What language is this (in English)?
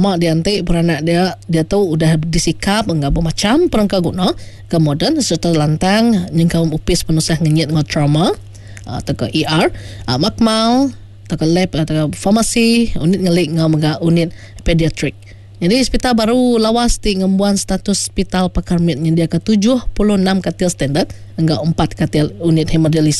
Iban